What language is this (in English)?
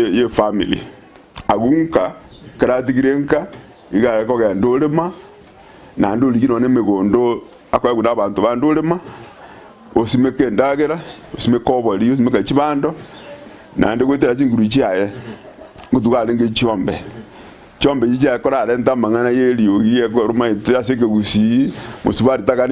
Gusii